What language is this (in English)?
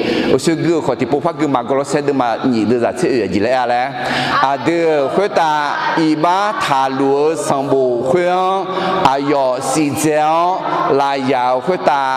Akha